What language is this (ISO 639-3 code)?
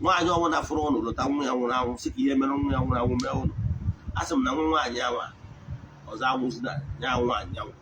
ibo